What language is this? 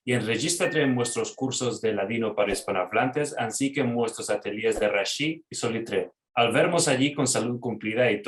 Ladino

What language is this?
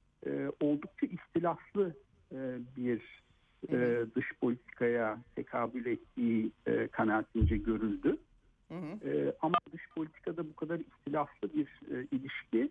Turkish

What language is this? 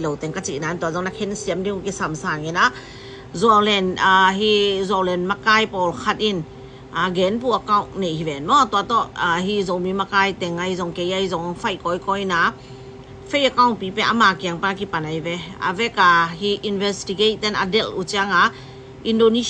Tedim Chin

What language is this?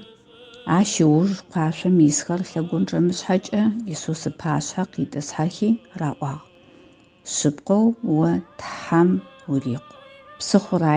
Adyghe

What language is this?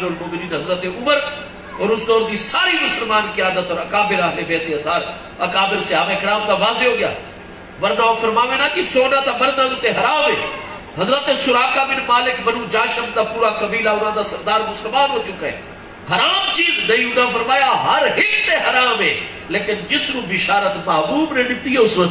Saraiki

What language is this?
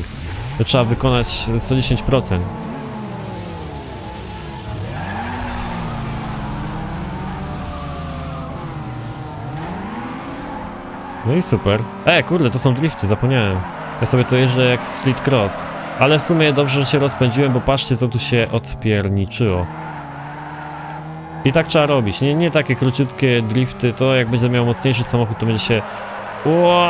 Polish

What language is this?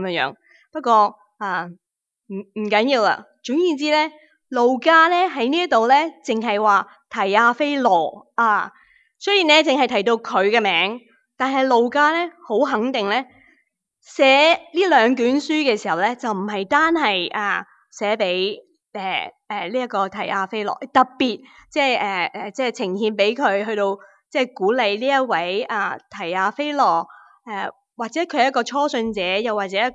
Cantonese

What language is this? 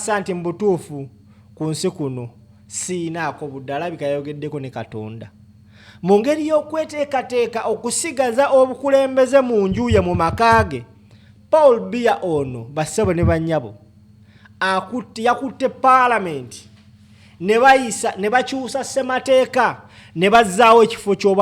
Ganda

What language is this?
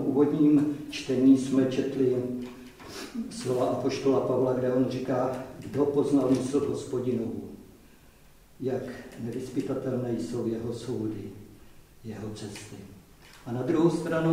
Czech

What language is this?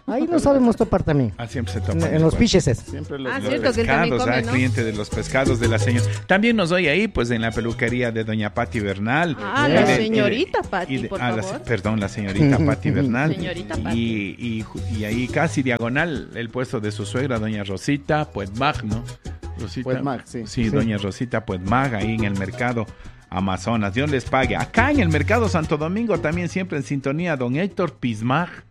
Spanish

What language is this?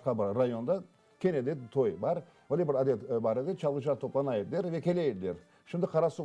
Crimean Tatar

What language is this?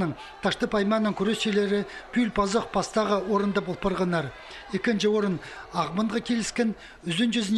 Khakas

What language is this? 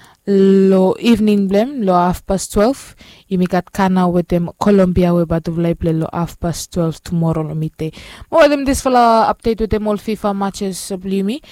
Bislama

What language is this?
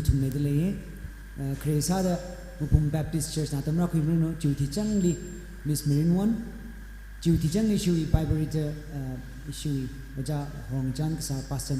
Tangkhul Naga (India)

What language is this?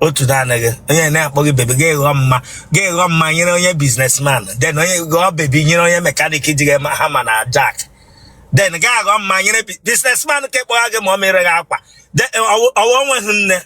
Igbo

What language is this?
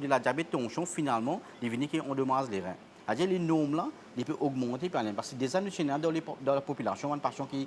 Morisyen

